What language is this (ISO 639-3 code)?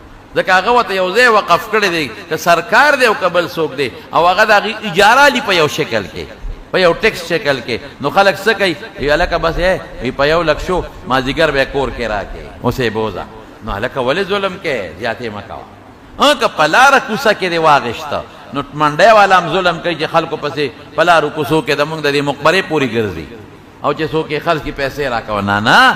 pus